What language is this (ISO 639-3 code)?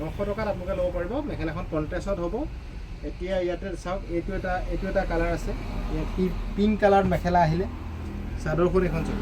asm